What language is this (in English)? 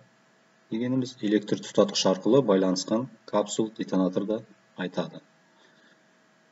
Kazakh